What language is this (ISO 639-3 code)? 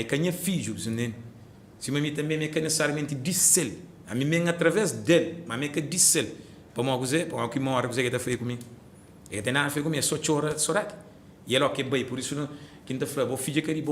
kea